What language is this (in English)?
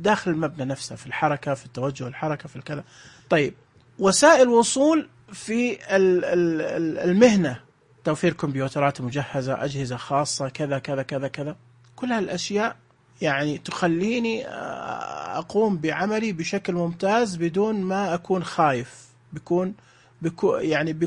Najdi Arabic